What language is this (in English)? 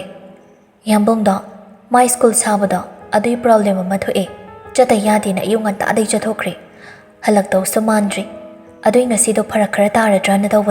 Manipuri